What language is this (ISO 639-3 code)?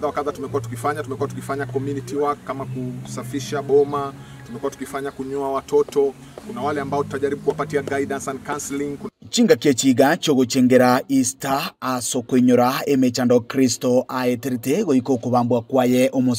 guz